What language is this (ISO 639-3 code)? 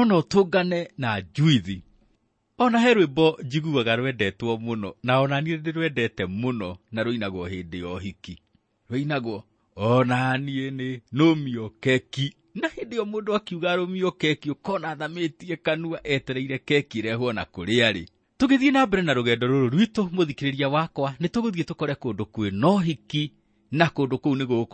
kik